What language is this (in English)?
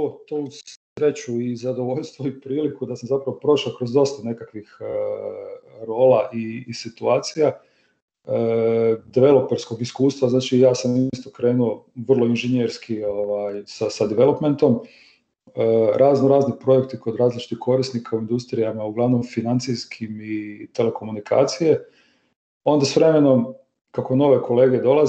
Croatian